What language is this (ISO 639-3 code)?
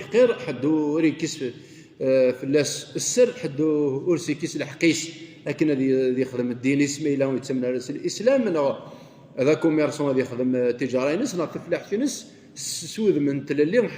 kab